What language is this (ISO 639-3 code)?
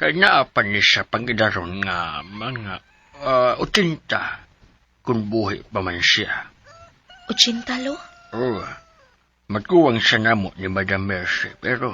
ceb